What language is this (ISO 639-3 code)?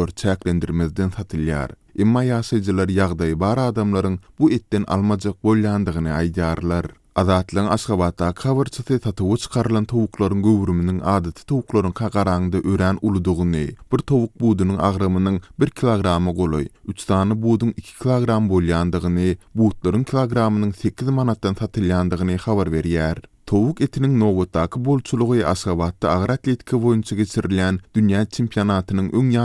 tuk